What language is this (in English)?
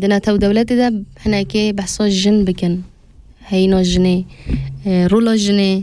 Kurdish